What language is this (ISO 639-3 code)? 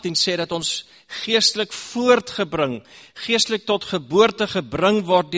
afr